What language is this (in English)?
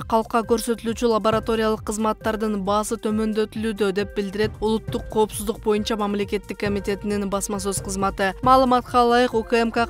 Kyrgyz